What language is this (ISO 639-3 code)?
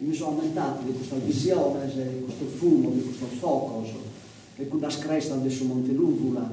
srd